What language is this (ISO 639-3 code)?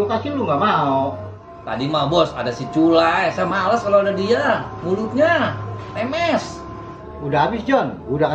bew